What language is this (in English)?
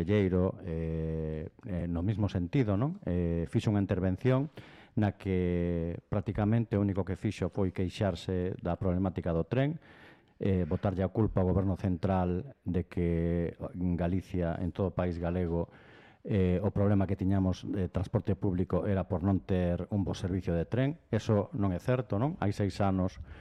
Galician